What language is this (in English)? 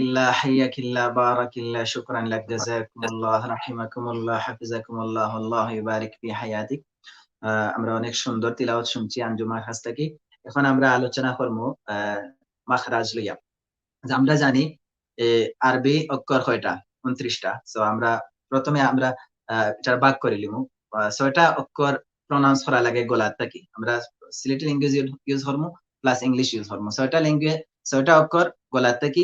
Sylheti